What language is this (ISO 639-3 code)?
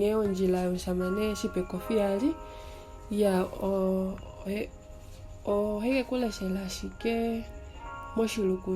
kua